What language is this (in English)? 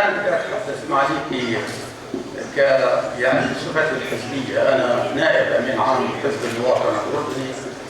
North Levantine Arabic